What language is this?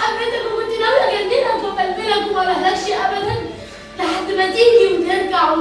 Egyptian Arabic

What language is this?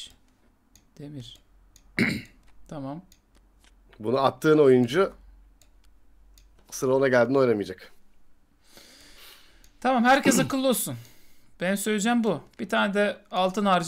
Turkish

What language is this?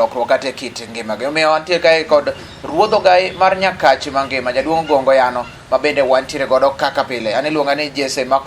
Luo (Kenya and Tanzania)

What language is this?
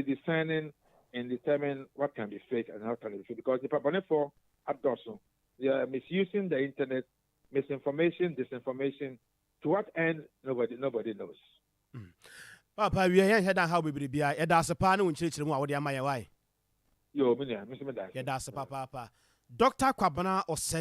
Akan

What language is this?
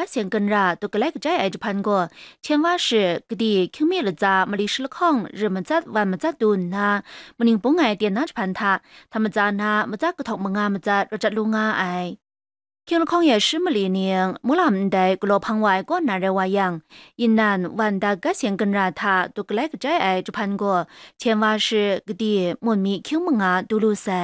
Kachin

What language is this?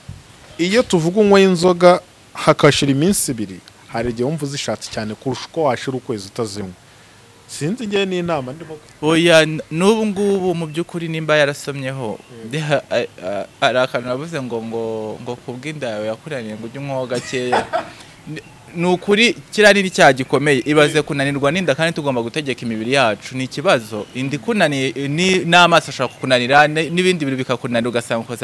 Kinyarwanda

